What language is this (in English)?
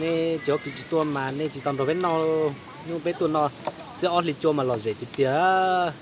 Hmong